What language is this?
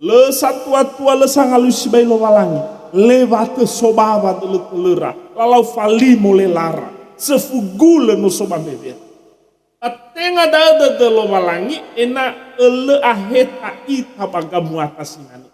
Nias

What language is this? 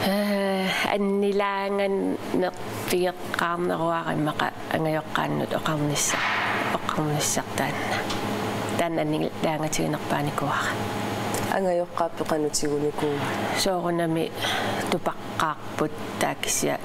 Kalaallisut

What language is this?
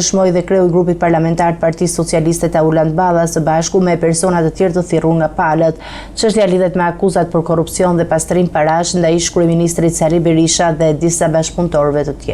Albanian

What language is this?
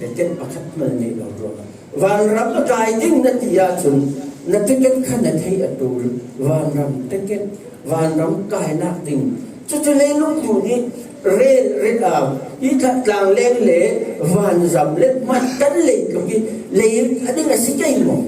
Falam Chin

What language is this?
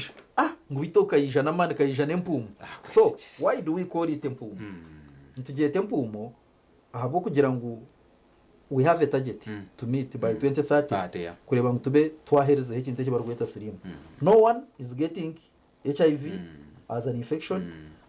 Nyankole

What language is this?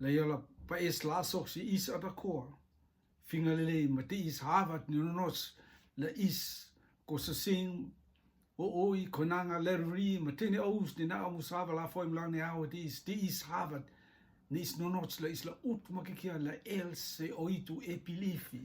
Rotuman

